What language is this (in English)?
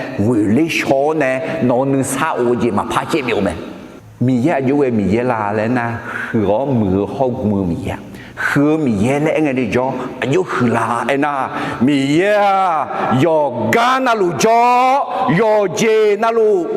Akha